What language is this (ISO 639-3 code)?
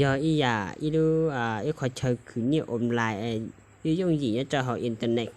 hmn